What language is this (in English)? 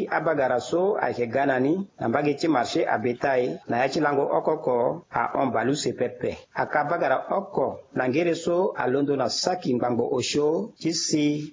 Sango